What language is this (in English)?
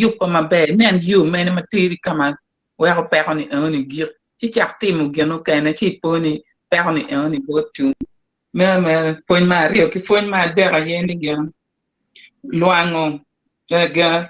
Acoli